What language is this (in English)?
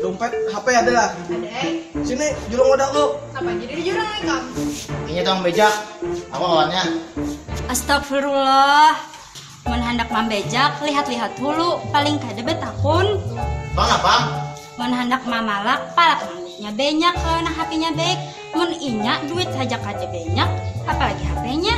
Banjar